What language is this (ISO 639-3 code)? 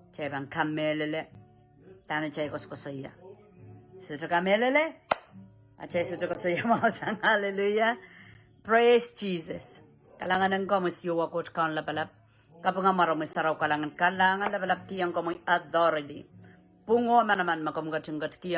pon